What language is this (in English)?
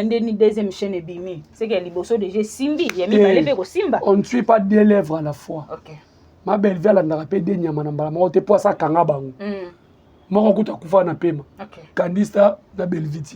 Lingala